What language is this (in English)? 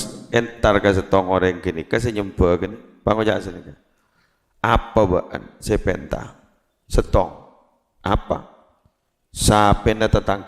Madurese